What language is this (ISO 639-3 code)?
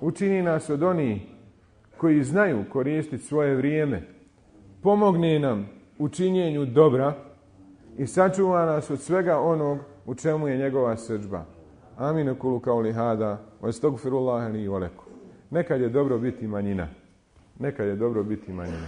bos